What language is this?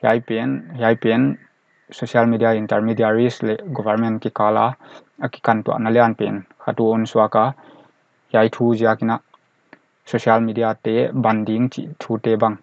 Paite Chin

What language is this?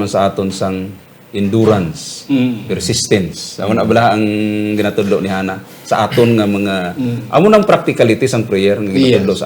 Hiligaynon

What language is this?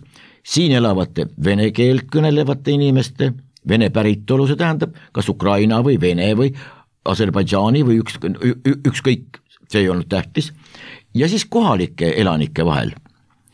Estonian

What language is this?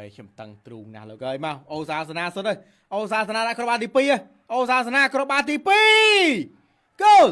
Khmer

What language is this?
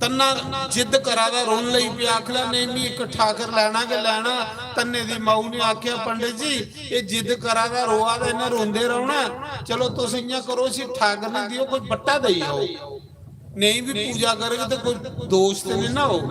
Dogri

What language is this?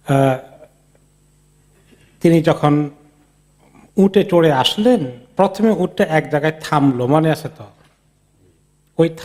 Bangla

